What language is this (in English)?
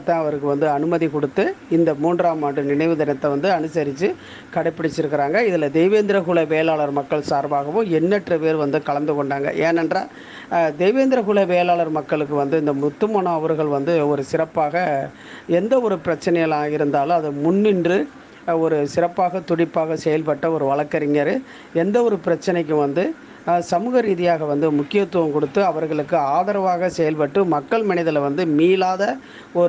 Tamil